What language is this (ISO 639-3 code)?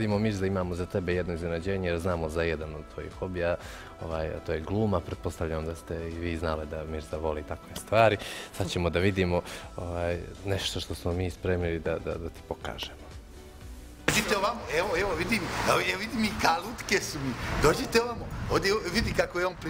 bos